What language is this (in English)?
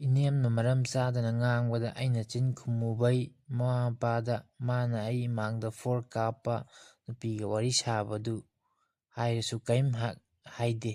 Manipuri